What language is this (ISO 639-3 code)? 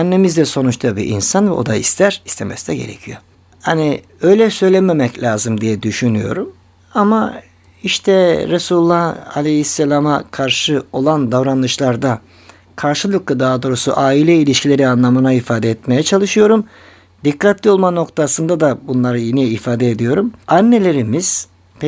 tur